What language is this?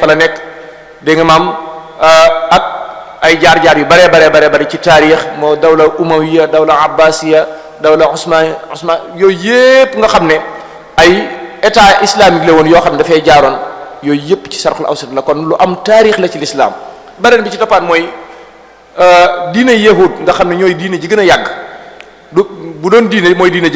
Wolof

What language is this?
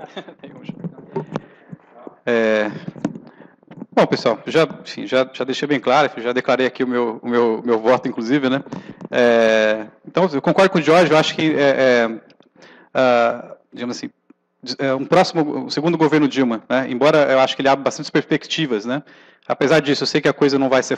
Portuguese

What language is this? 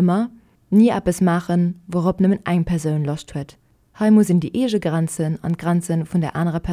Luxembourgish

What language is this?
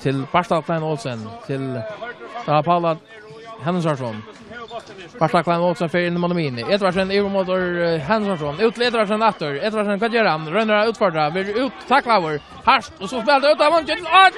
Faroese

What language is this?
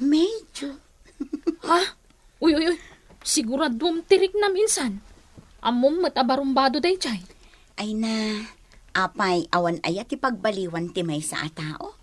Iloko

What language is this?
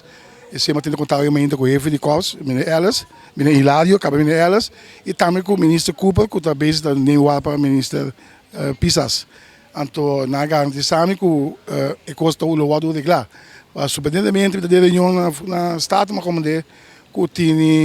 Papiamento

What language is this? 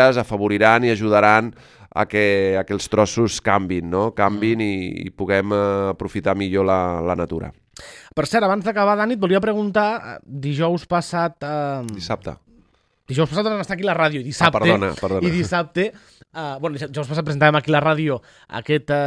Catalan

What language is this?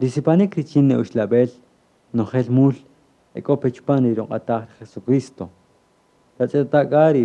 Kaqchikel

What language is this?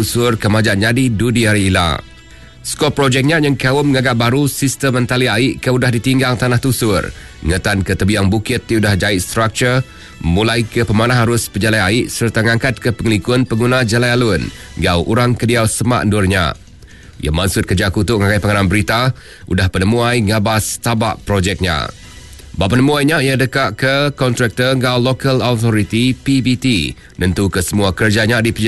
Iban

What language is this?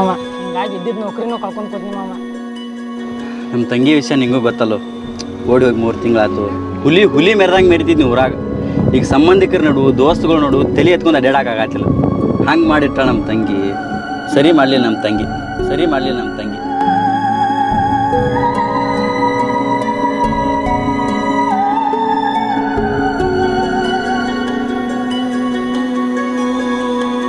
Kannada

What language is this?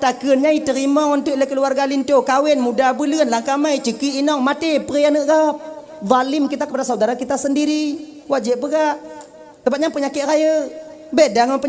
Achinese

